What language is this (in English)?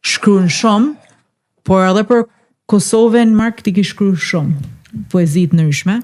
Albanian